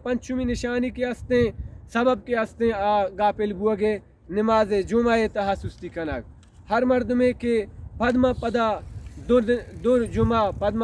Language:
Baluchi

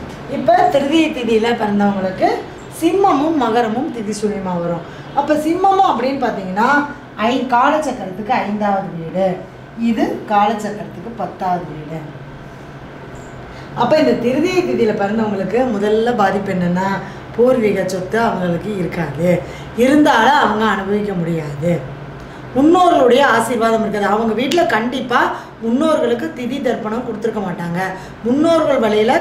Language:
Tamil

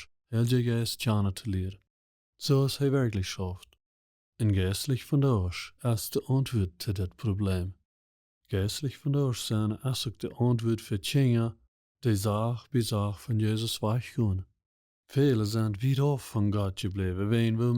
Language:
Plautdietsch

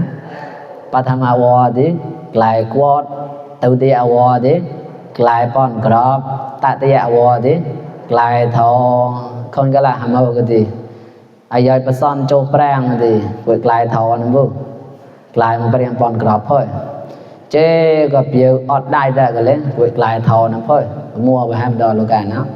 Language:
Mon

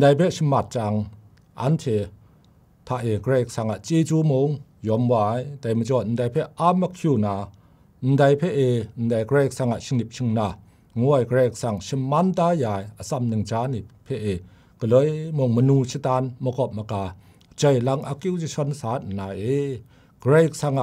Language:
Kachin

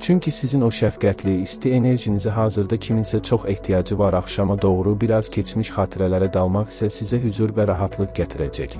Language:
Azerbaijani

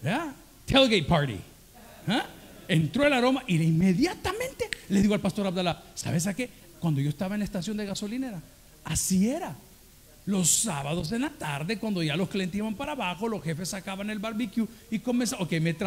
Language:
Spanish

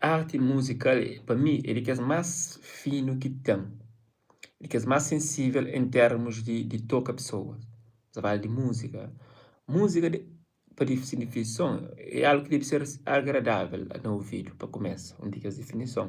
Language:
Kabuverdianu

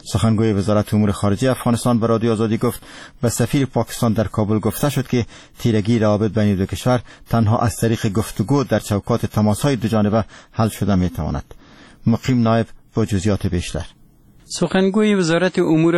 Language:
Persian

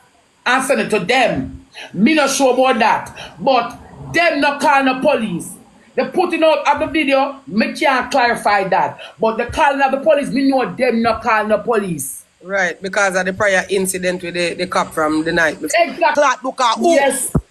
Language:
Jamaican Creole English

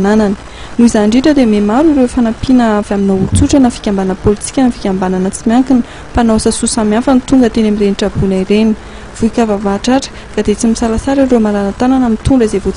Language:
Malagasy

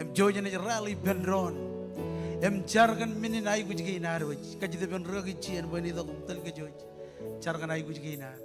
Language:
Marshallese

